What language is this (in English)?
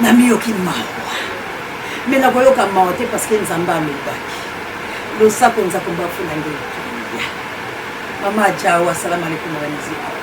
Lingala